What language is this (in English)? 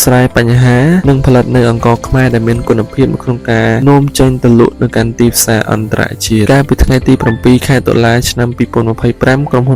Khmer